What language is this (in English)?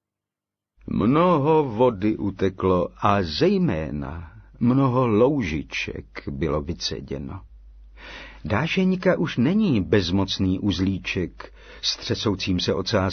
Czech